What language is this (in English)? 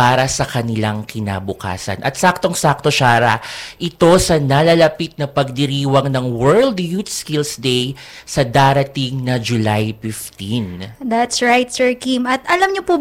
Filipino